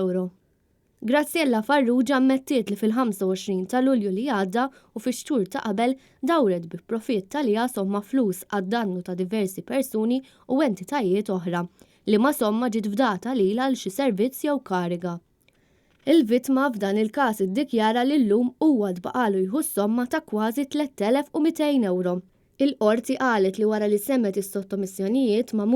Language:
Maltese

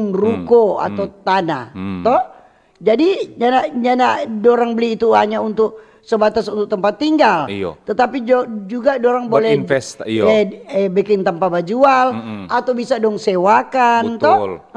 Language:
Manado Malay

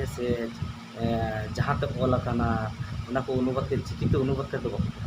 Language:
Santali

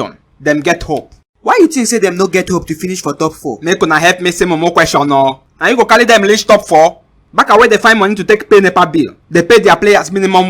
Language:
Nigerian Pidgin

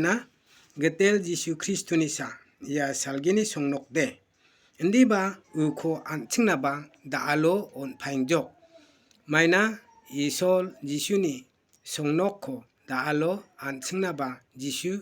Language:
Garo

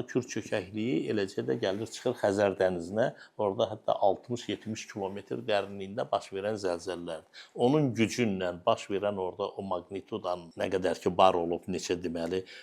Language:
Azerbaijani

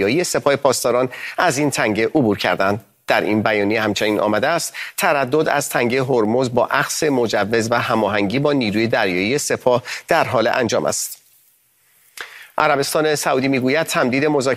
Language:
Persian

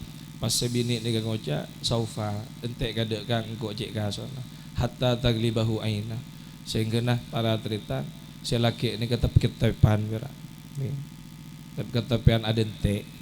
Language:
Madurese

